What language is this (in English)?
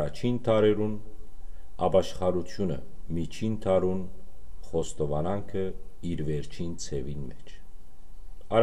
Western Armenian